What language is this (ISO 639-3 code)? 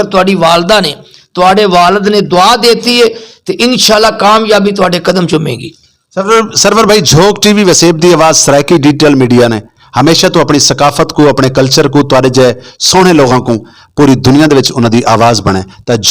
skr